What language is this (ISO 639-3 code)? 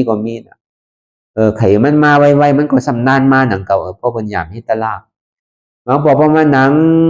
shn